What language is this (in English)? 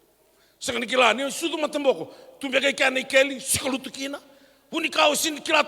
Fijian